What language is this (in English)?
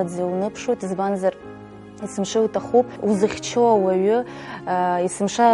Abkhazian